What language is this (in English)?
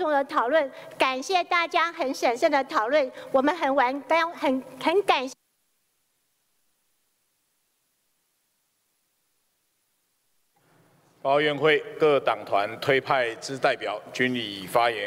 Chinese